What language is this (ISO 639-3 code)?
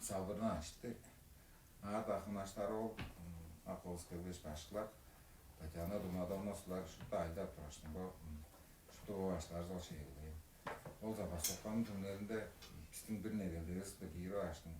tyv